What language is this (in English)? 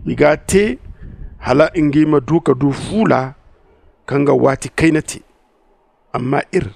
Zarma